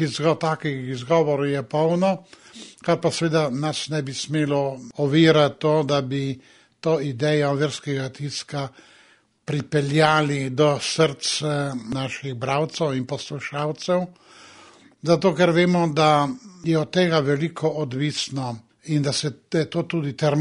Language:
Slovenian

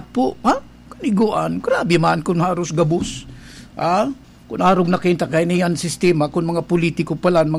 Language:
Bikol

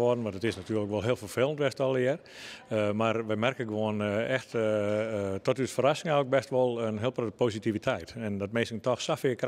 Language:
Western Frisian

